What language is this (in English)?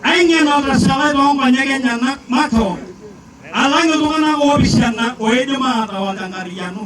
Masai